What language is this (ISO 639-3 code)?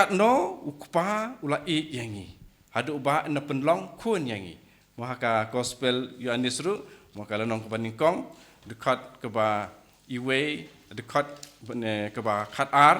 kha